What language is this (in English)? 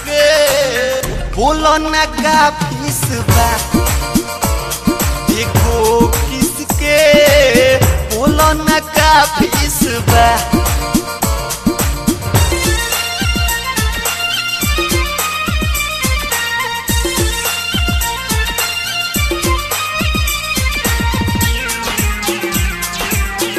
Bhojpuri